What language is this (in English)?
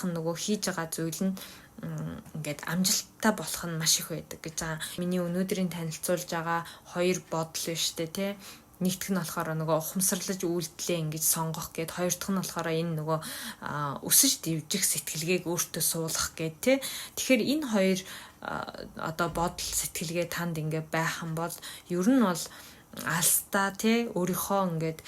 Mongolian